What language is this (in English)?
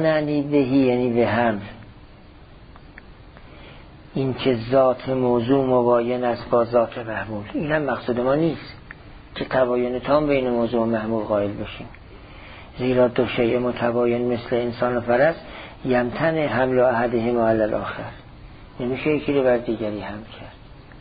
Persian